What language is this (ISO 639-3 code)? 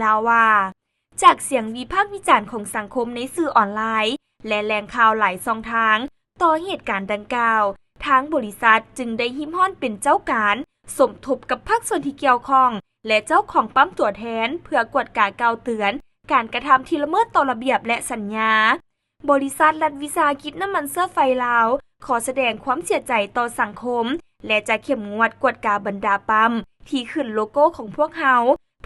lao